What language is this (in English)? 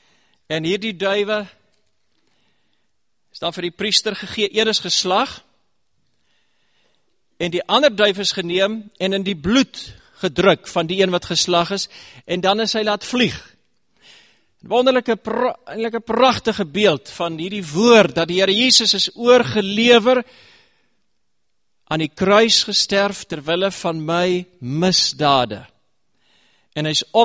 Afrikaans